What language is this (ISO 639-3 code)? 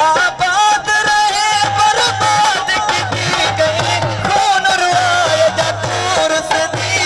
skr